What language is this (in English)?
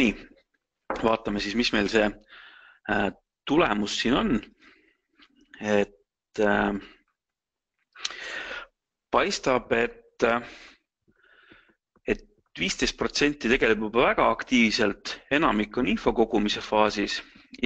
Estonian